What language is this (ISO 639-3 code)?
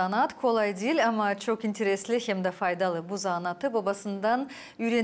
gag